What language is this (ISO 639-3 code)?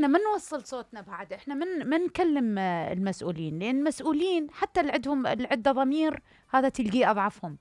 acm